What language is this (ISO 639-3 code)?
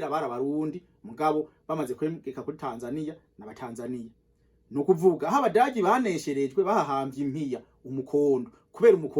run